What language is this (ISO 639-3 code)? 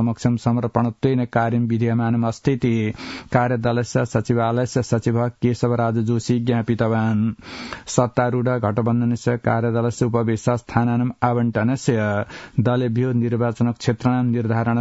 san